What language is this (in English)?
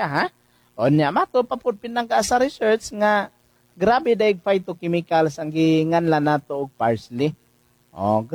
Cebuano